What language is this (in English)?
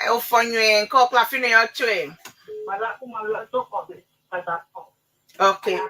Ewe